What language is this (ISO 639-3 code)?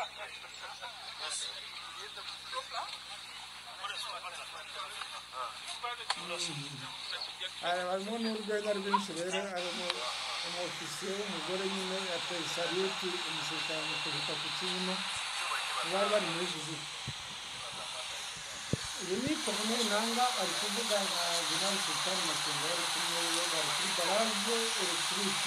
kin